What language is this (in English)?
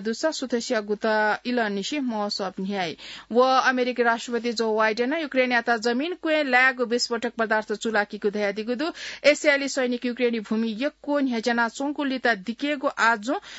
Newari